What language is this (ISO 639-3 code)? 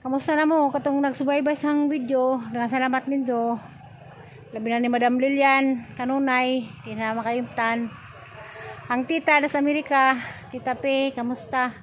ceb